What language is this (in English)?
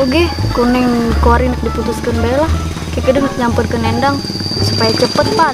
Sundanese